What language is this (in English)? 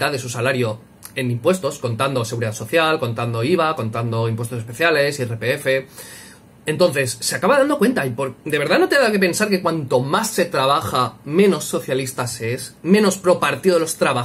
Spanish